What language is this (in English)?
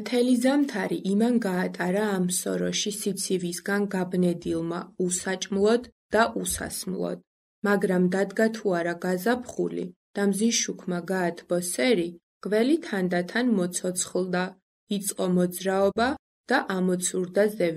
Georgian